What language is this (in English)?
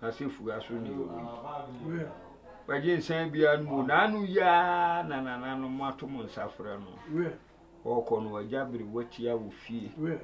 Akan